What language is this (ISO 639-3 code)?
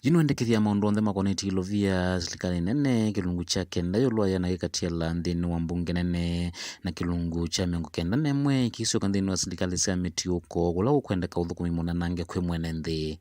kam